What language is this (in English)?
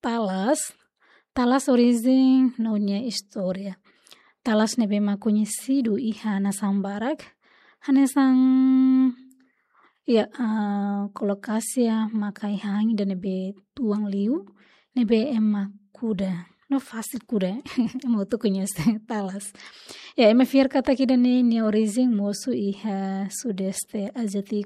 Tetum